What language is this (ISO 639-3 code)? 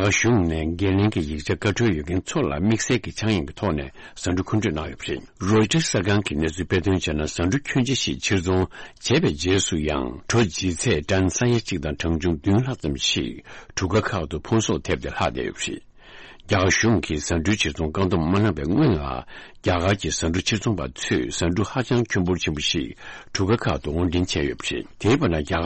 bod